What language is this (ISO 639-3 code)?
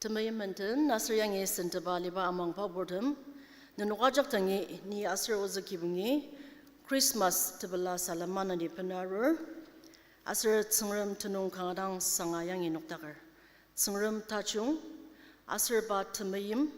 njo